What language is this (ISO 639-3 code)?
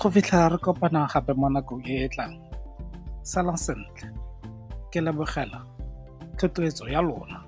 tsn